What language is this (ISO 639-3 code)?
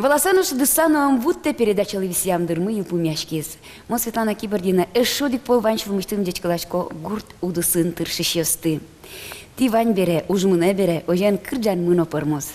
udm